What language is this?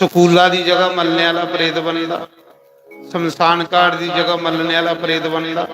Dogri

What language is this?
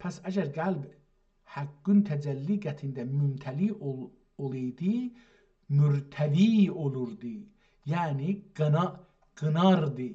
South Azerbaijani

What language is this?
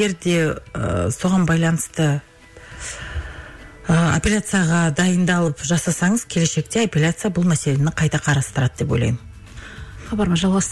Kazakh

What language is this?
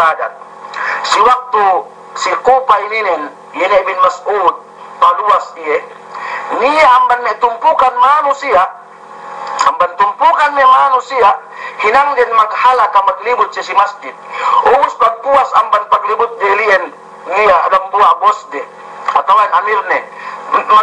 Yakan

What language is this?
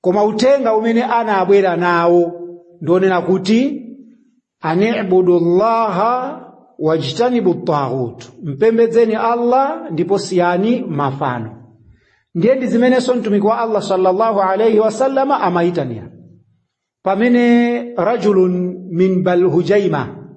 Nyanja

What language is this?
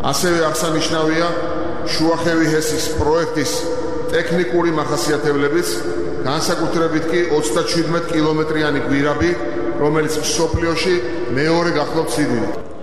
Georgian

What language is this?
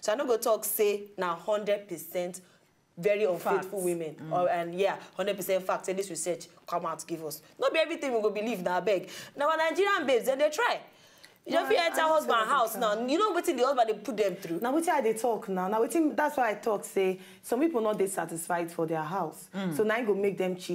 Nigerian Pidgin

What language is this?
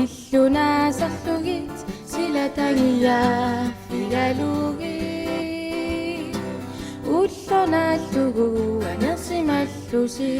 Kalaallisut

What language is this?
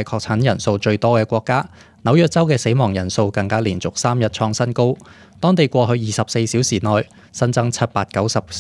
Cantonese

